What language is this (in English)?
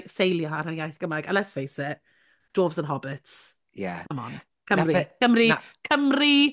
Welsh